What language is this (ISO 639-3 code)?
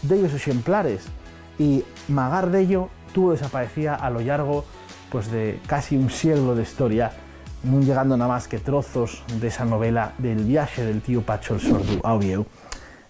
ast